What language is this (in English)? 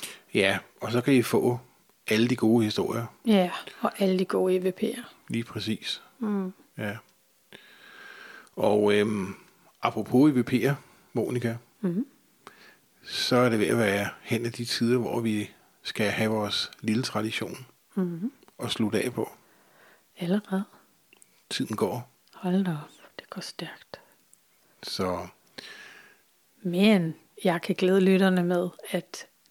Danish